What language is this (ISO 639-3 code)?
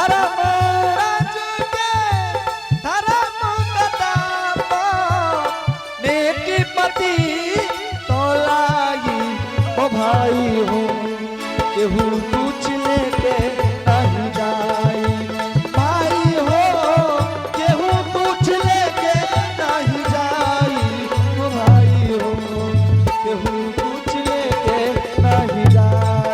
mai